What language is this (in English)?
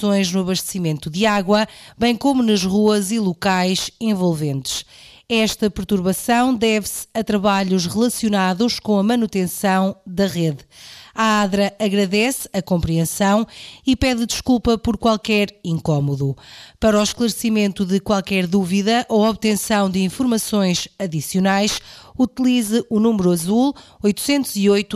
Portuguese